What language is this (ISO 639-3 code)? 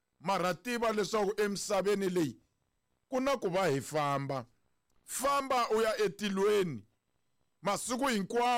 tso